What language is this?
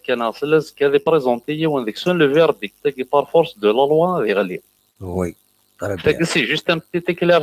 Kabyle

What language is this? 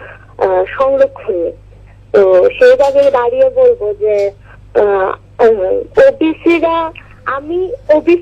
Bangla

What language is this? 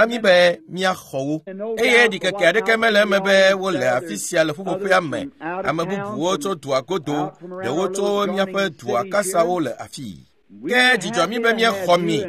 Ewe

